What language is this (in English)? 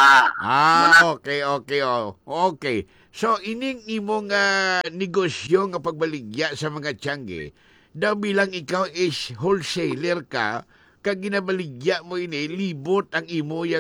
Hiligaynon